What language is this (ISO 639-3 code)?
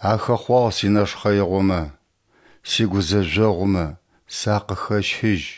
ady